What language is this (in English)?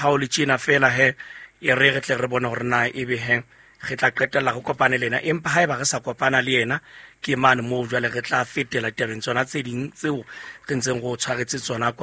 Southern Sotho